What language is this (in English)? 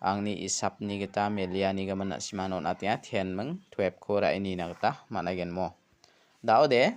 Garo